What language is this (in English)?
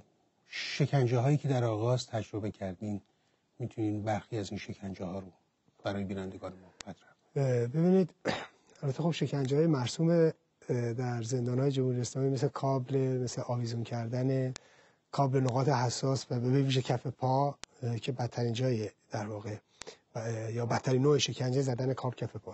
Persian